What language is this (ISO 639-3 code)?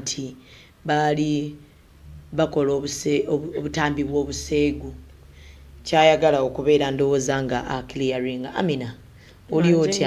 lug